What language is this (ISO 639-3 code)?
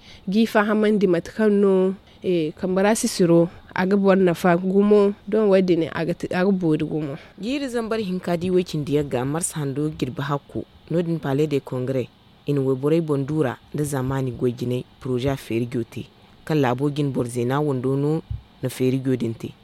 dje